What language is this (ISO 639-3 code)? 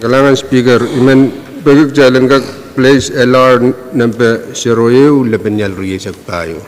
pon